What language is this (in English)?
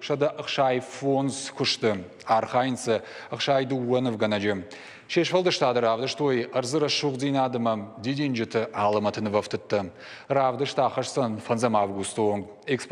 Ossetic